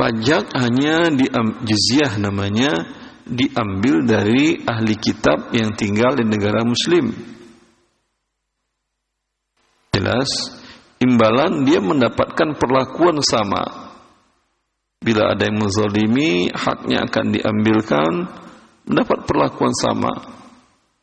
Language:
Indonesian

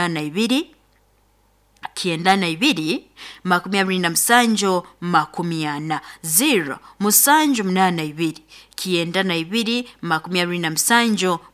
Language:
Nyoro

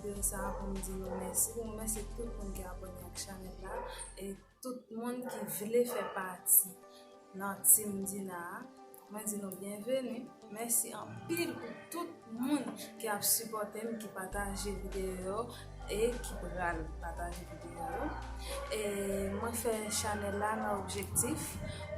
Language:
Haitian Creole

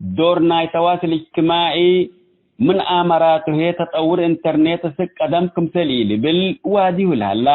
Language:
Tigre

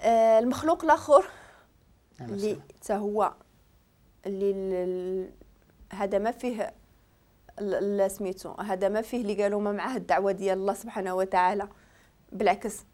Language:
Moroccan Arabic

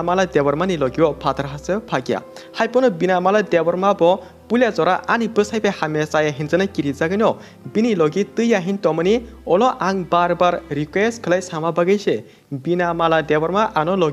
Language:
Kok Borok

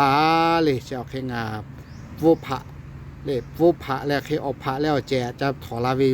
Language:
Lahu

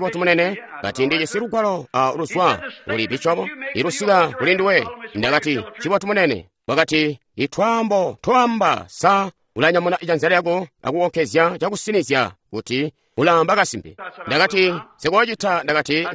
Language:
Tonga (Zambia)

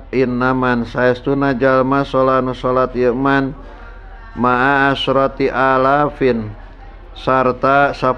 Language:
Sundanese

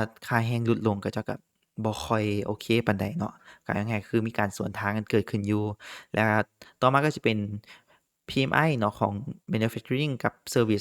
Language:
Lao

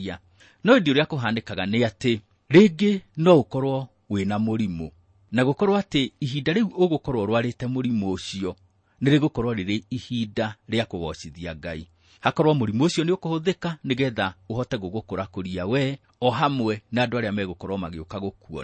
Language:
Kikuyu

